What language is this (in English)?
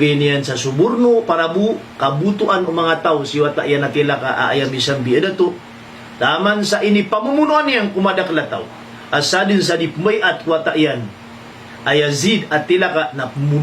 Maranao